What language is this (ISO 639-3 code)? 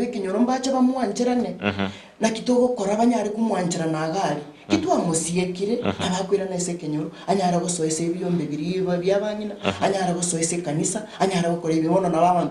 guz